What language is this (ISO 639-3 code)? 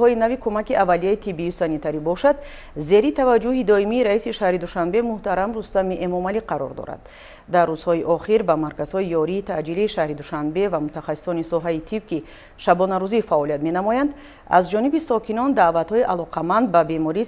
tgk